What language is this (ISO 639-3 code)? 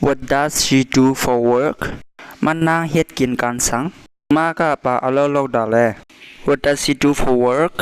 shn